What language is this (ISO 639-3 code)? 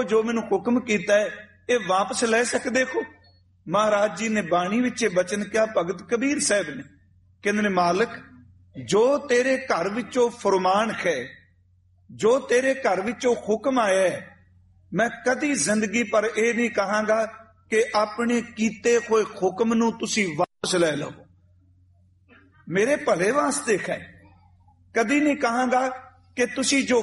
pan